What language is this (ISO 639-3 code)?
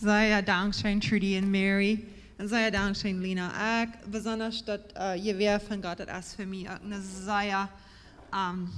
pdt